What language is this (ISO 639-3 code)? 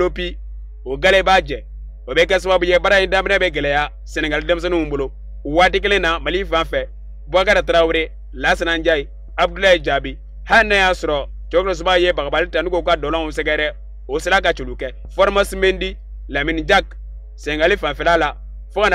bam